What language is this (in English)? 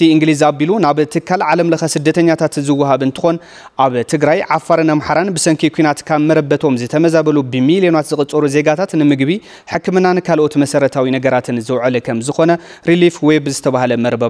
Tigrinya